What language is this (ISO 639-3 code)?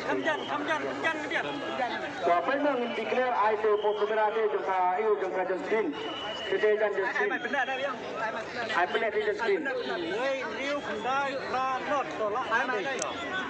kha